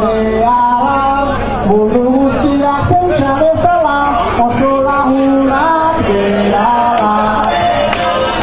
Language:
Basque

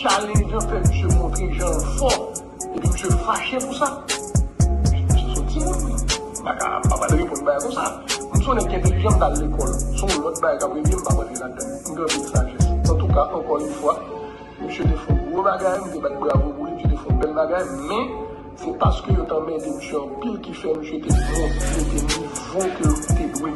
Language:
Haitian Creole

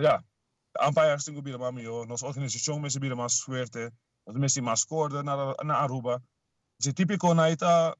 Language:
Papiamento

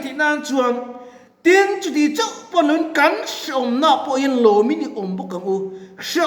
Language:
Mizo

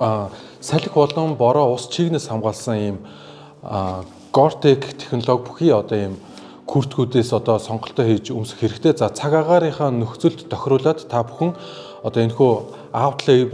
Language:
Mongolian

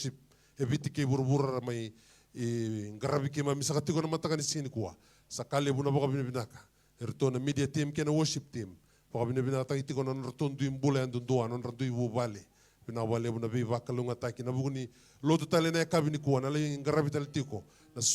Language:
Fijian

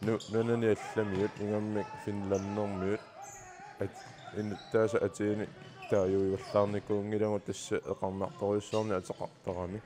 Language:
Kalaallisut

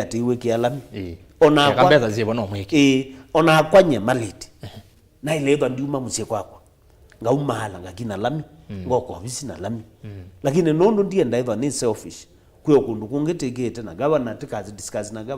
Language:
Kamba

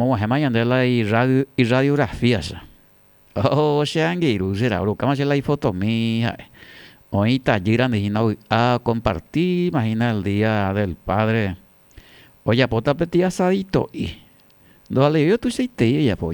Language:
Guarani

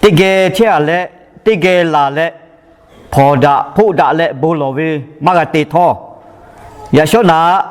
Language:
Lahu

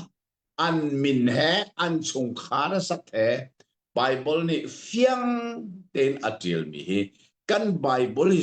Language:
Hakha Chin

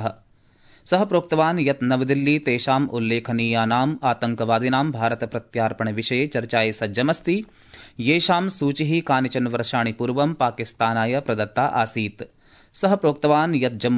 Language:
Sanskrit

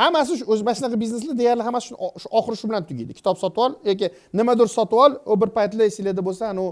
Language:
Uzbek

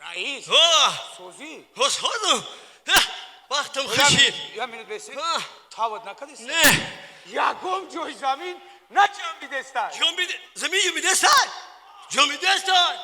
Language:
Tajik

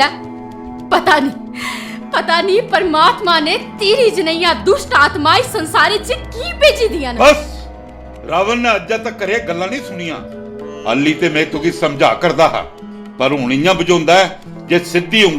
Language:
Dogri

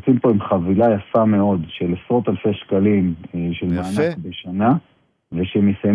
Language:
Hebrew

